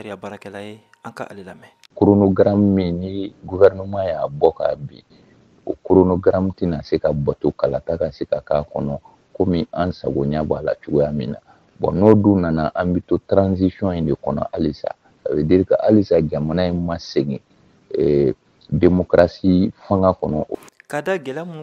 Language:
Bambara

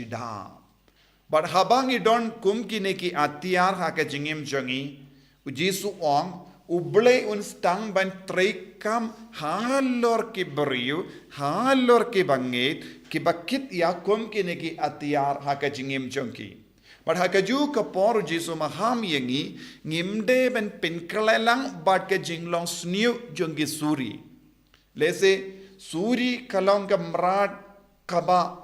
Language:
Khasi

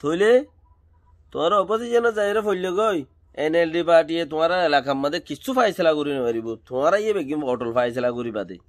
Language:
Rohingya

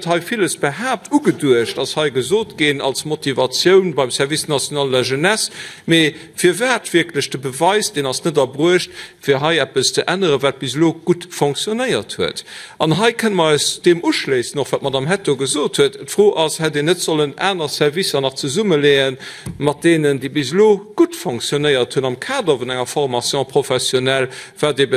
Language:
Luxembourgish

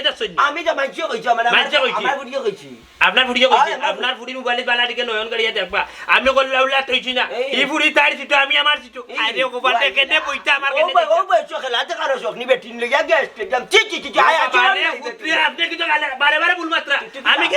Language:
Sylheti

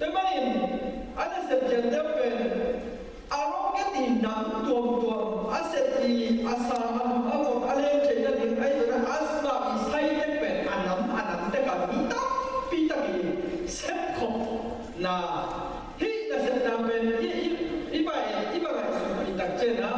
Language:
Tedim Chin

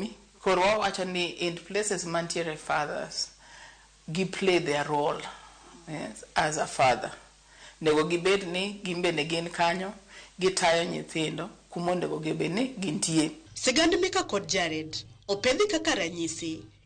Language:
Luo (Kenya and Tanzania)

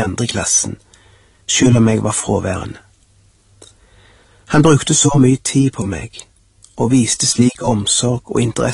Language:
Norwegian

